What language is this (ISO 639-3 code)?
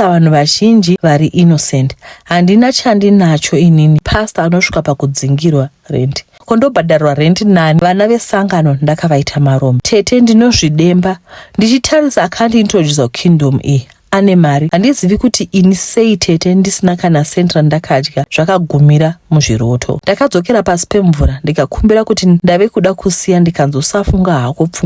sna